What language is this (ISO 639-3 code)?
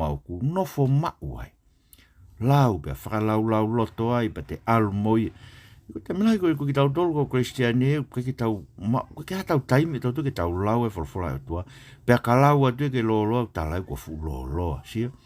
ton